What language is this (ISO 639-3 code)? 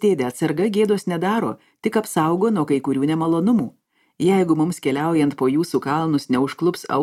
lit